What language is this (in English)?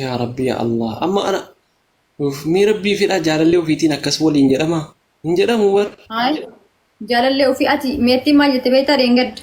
Oromo